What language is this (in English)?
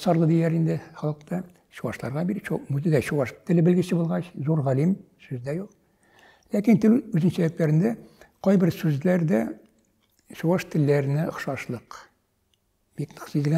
Tatar